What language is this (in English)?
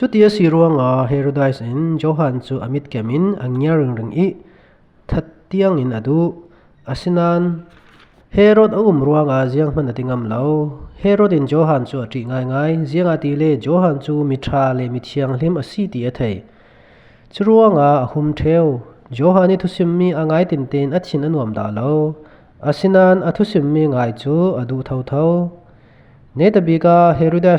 Falam Chin